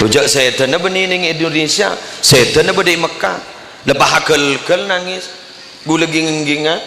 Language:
Madurese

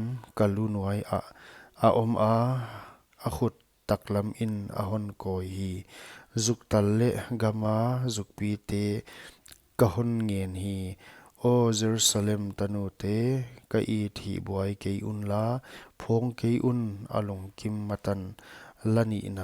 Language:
Paite Chin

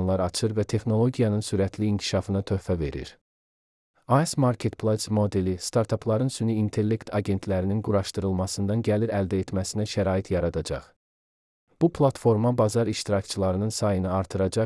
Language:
Azerbaijani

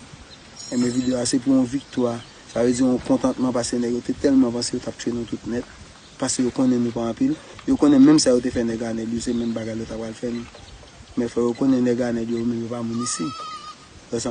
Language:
Haitian Creole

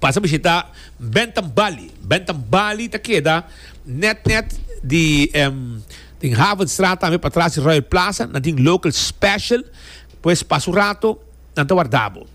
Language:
Papiamento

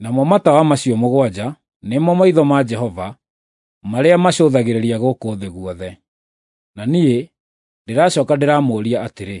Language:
Kikuyu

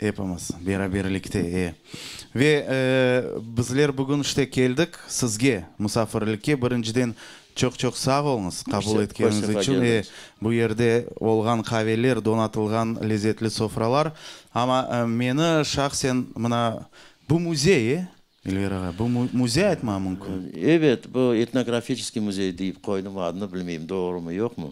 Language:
Crimean Tatar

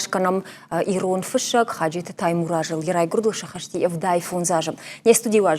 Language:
Ossetic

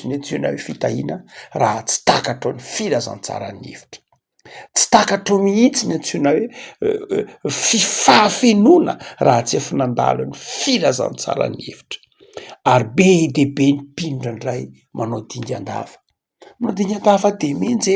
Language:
Malagasy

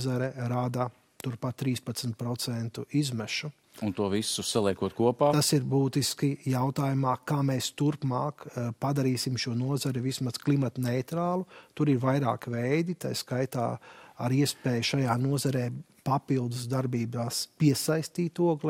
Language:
Latvian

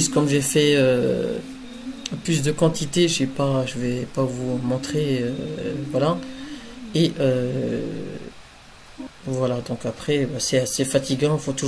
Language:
French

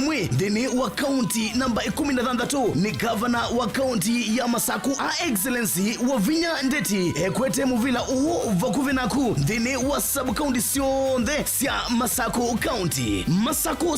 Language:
Kamba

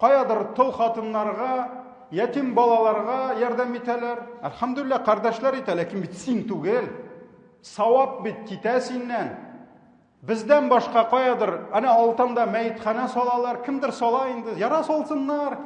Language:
Tatar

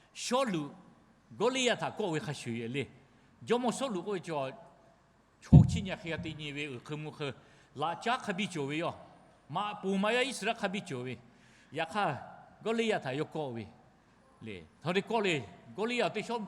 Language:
Lahu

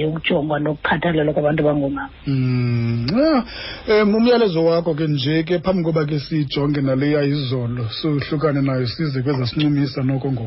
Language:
Xhosa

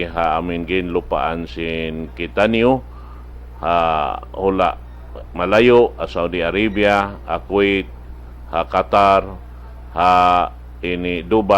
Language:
Tausug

